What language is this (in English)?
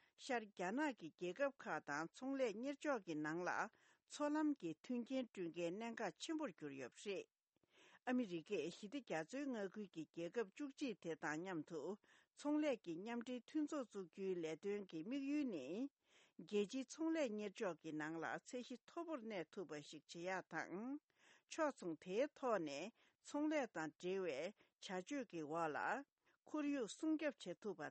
Tibetan